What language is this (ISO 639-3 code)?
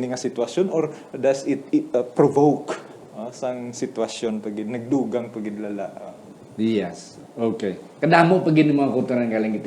hil